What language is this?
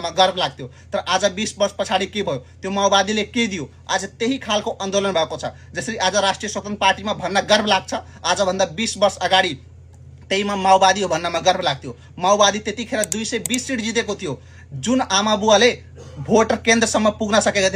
Nepali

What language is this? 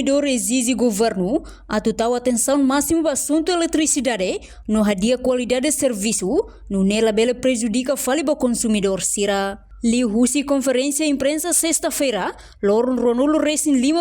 Tetum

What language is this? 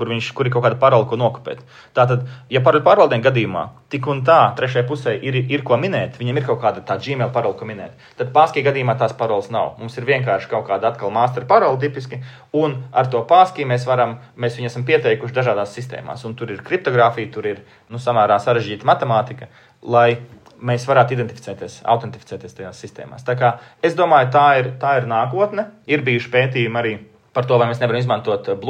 Latvian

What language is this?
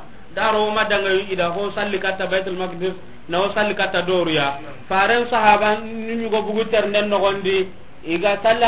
Soninke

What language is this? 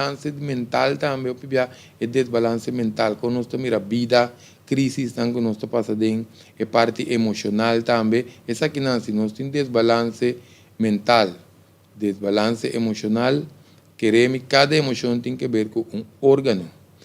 Papiamento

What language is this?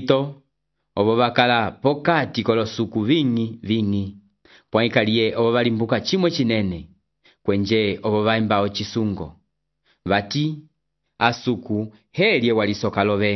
Umbundu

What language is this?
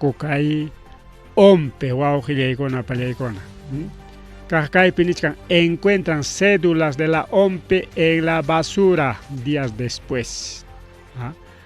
Ayacucho Quechua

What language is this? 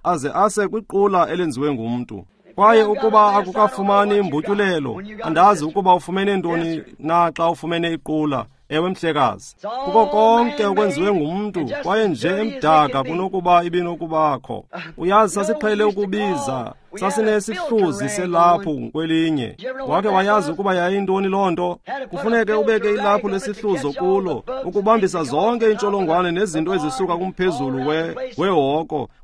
Xhosa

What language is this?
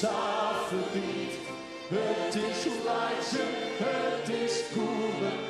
Western Frisian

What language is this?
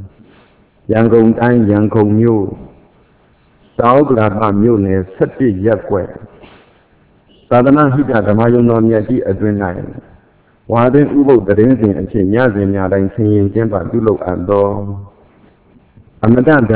Burmese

